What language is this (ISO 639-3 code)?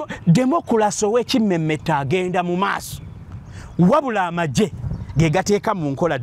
lug